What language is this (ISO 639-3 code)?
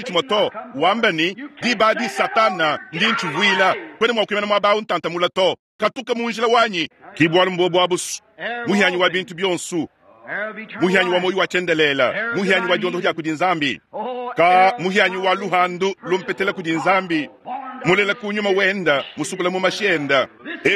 lua